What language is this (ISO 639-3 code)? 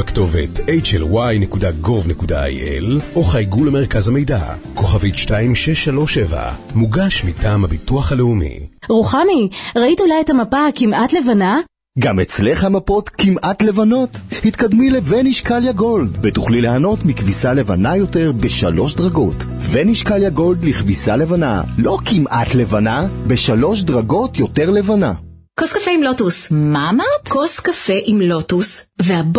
heb